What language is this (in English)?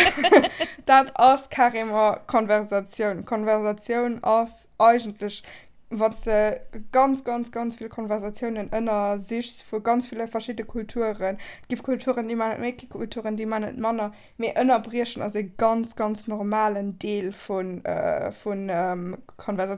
Luxembourgish